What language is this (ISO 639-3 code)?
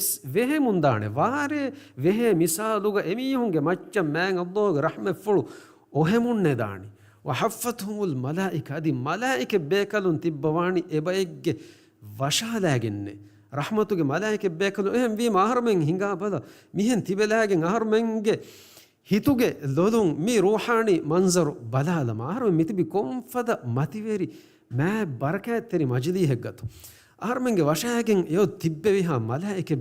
div